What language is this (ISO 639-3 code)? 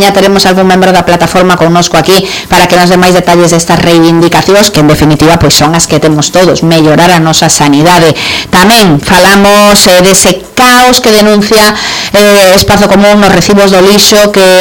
glg